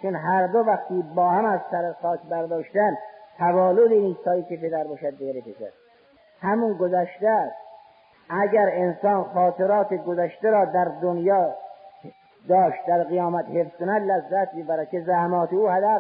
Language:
Persian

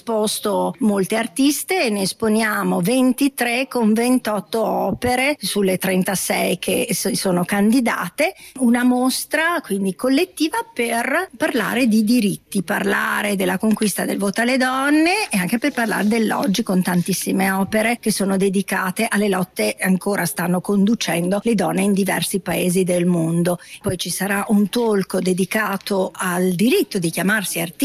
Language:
Italian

